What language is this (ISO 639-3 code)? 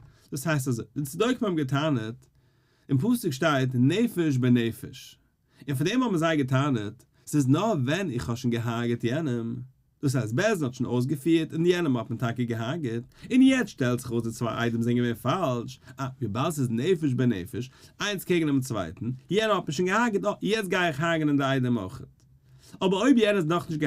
yid